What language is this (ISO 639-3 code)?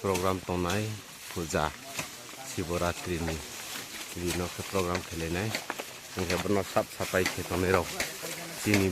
ria